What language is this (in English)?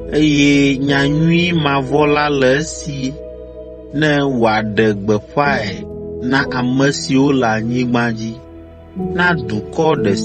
Ewe